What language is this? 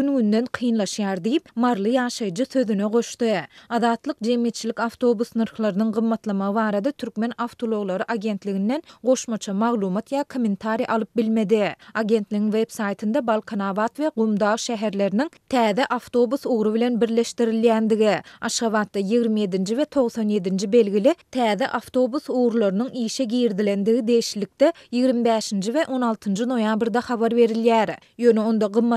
Turkmen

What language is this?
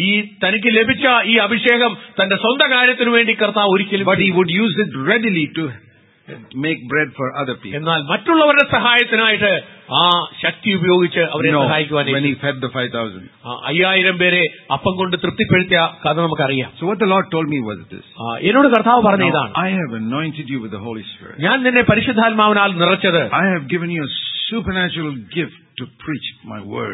Malayalam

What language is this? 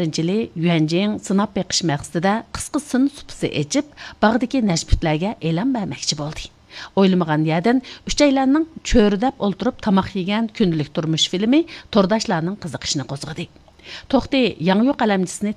Uyghur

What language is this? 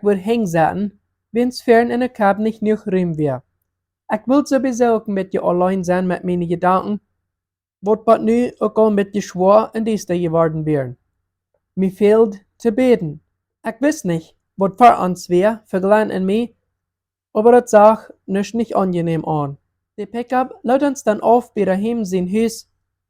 Plautdietsch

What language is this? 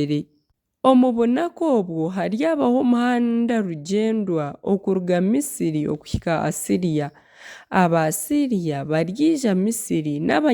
Nyankole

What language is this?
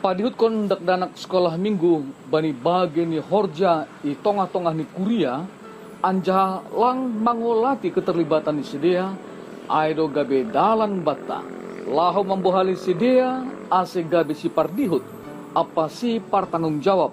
Batak Simalungun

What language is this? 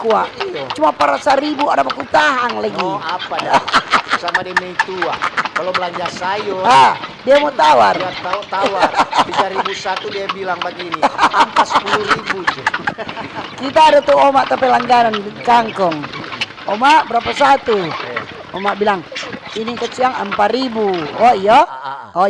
Manado Malay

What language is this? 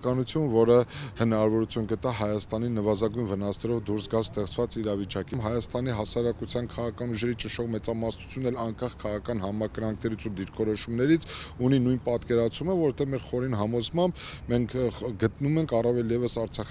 Armenian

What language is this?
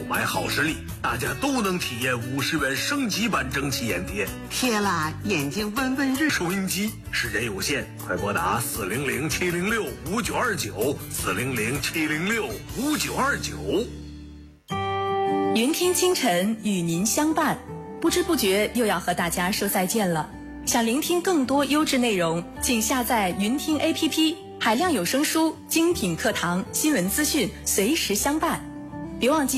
Chinese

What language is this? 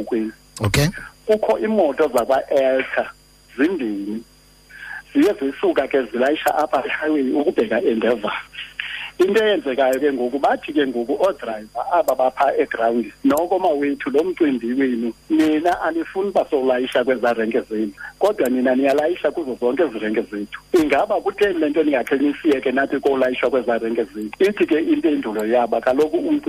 Xhosa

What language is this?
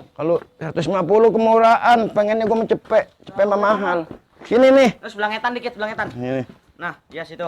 Betawi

